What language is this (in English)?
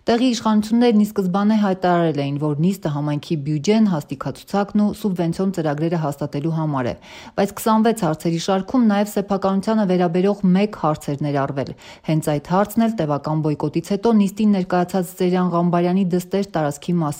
Armenian